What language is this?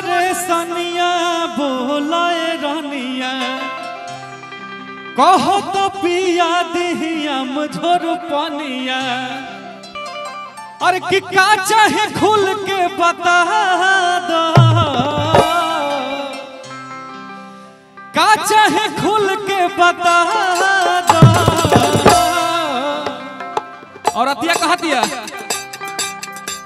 Bhojpuri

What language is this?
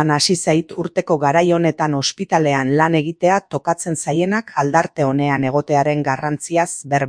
Basque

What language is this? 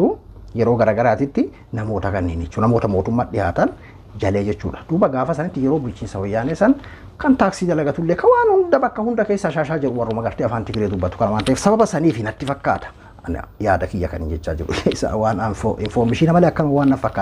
Oromo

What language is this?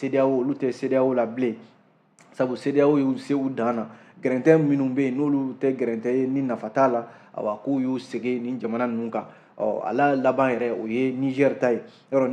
Bambara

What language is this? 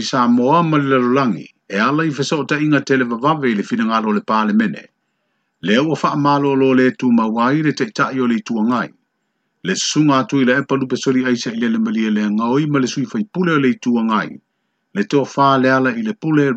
Samoan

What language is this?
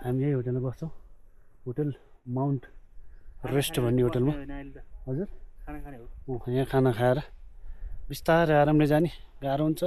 Nepali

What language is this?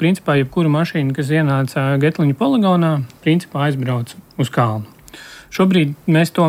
Latvian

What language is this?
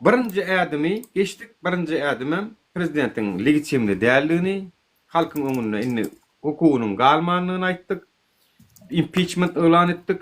Turkmen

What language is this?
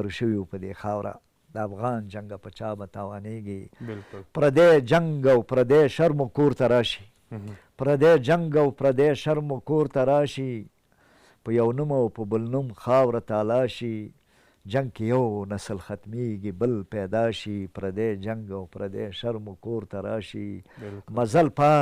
Pashto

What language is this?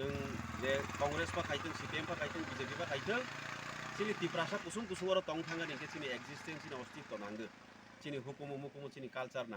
Kok Borok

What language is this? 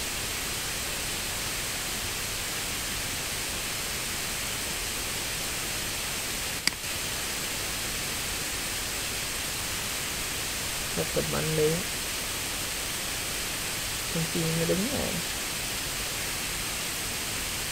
Vietnamese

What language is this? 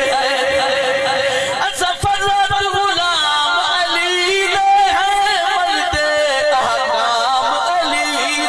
Saraiki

